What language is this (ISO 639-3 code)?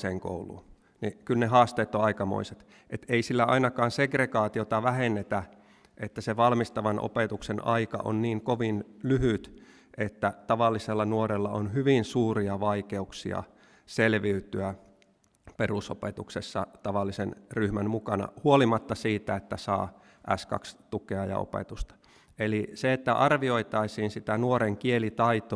fin